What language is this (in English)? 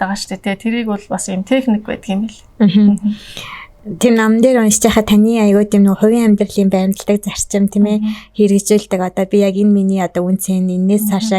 Mongolian